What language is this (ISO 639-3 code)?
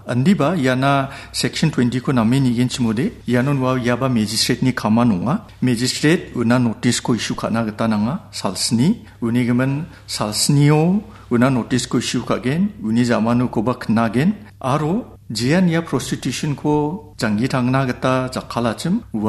grt